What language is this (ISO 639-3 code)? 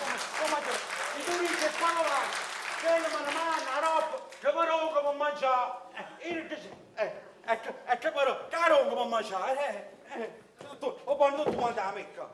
nap